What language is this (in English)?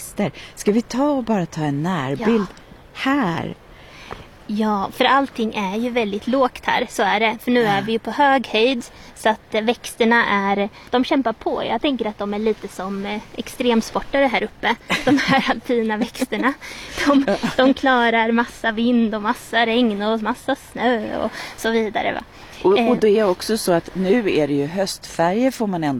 Swedish